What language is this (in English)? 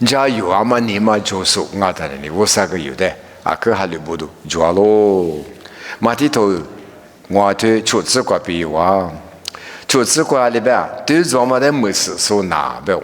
Lisu